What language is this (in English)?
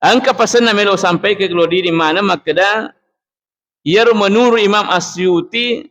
Buginese